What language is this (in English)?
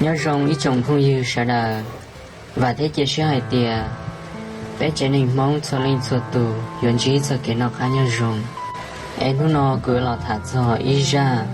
Hmong